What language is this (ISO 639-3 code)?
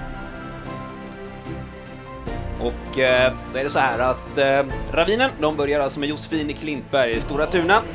swe